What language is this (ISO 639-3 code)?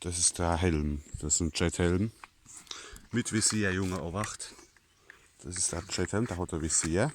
pfl